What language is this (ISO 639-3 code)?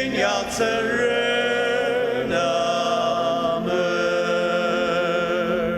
njo